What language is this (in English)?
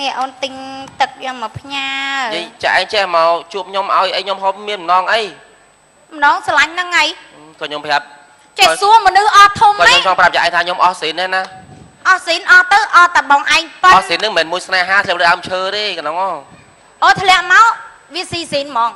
Khmer